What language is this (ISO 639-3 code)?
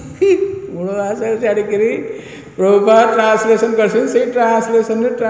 ori